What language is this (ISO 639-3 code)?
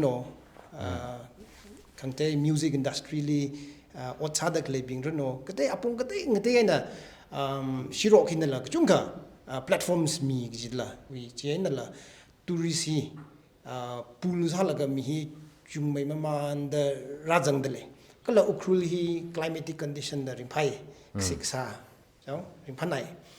nmf